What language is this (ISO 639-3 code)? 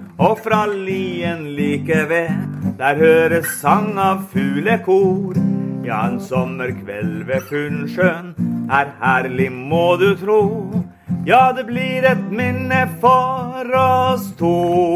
nor